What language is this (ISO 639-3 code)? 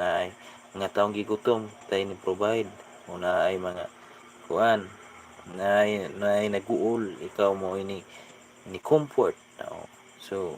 ceb